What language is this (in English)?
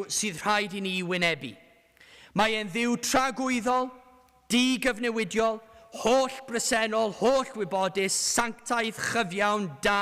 Welsh